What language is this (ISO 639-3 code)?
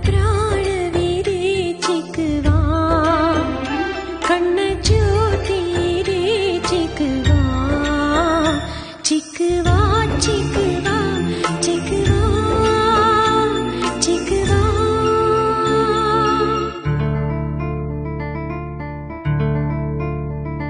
kan